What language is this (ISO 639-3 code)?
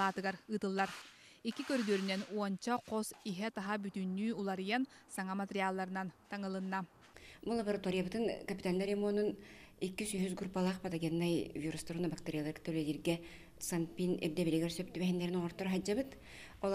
sah